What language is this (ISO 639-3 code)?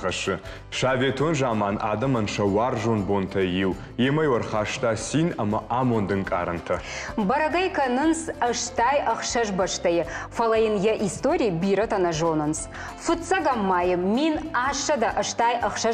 oss